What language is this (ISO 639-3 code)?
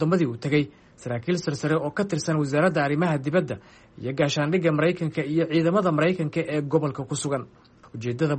som